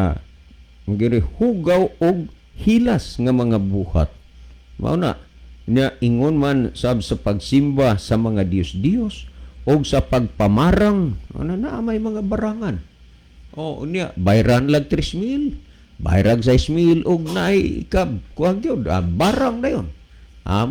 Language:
Cebuano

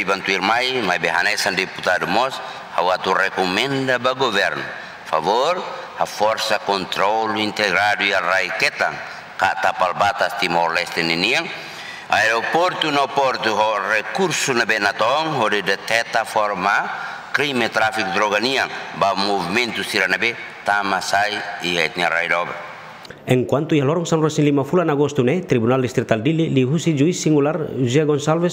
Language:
Tetum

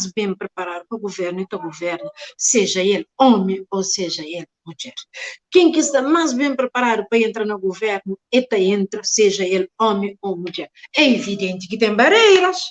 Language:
Kabuverdianu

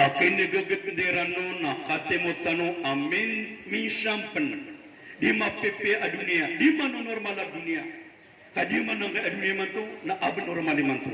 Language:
Maranao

